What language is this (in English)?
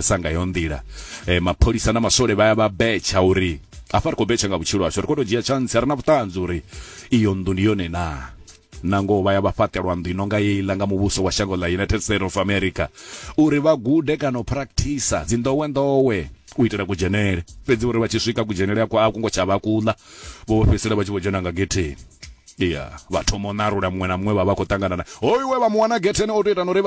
Venda